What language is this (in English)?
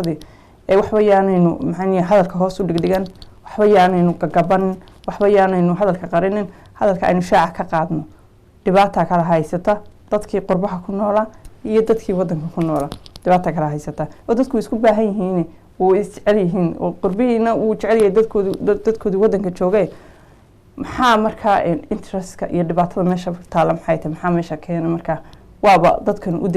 Somali